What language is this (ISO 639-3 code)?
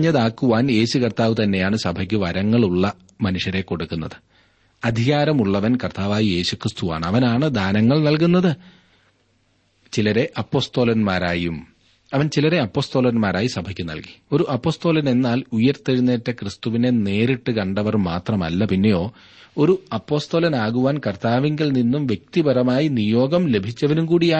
mal